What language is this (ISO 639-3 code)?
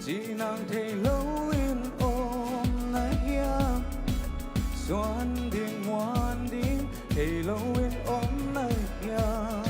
ctd